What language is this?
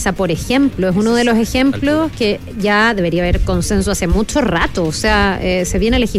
Spanish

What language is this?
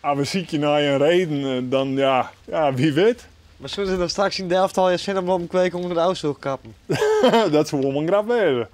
Western Frisian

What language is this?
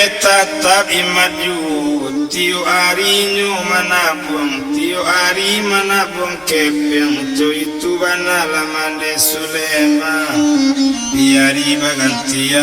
Minangkabau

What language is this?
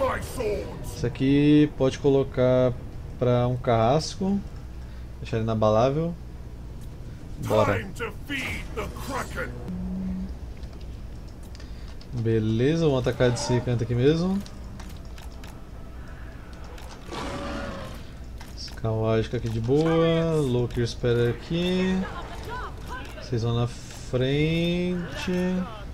Portuguese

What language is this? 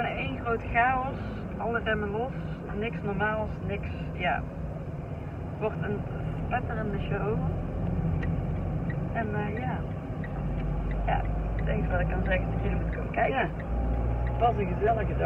Dutch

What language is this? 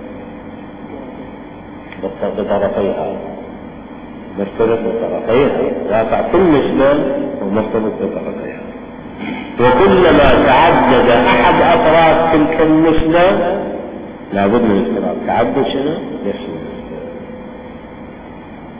Arabic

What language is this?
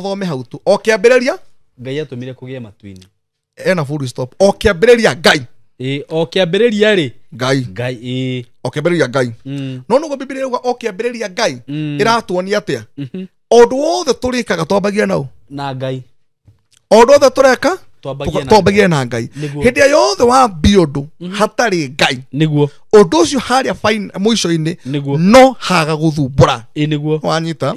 Kikuyu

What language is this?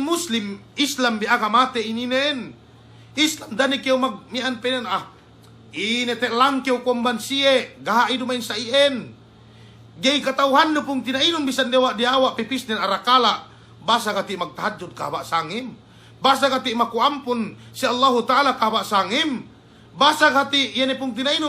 Yakan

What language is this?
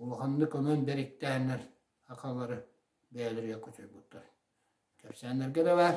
Yakut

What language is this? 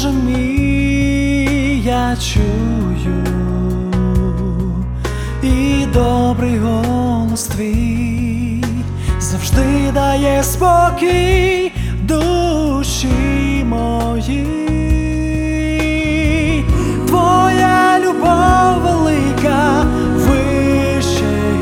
Ukrainian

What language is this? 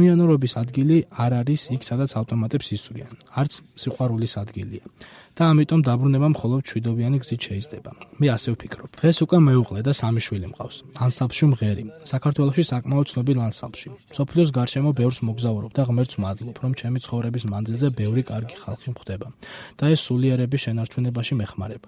Georgian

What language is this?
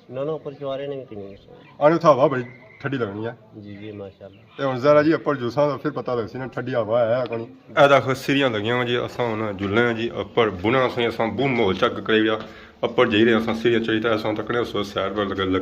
Pahari-Potwari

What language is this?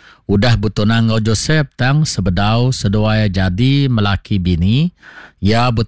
Iban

